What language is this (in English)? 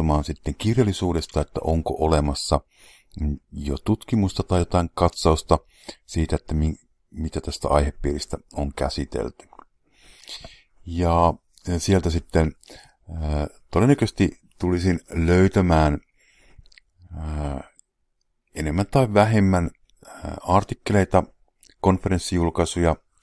Finnish